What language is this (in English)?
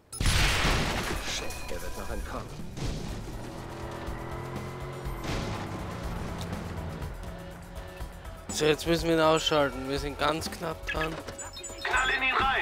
German